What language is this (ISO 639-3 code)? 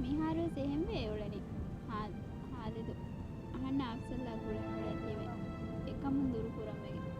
div